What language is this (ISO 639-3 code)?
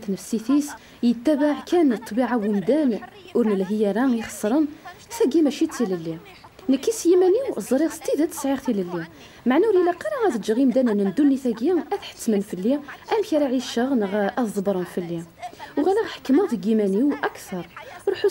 kab